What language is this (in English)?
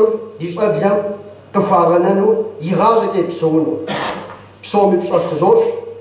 Kabardian